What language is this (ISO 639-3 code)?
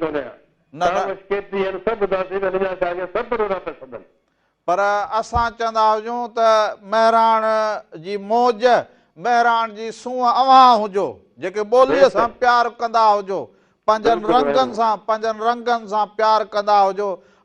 snd